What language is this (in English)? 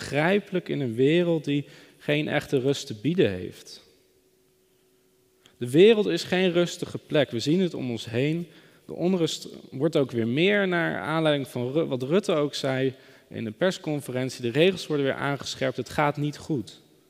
Dutch